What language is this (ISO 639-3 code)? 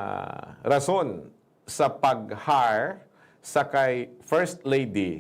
hil